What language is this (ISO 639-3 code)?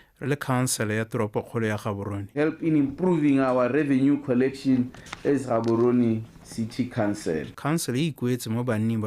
tsn